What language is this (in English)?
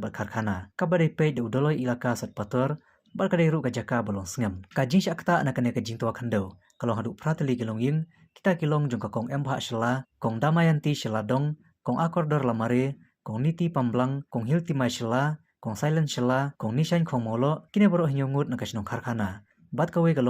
Khasi